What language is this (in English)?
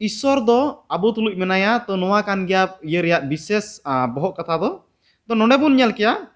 Santali